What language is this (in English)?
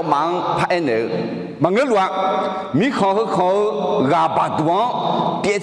Akha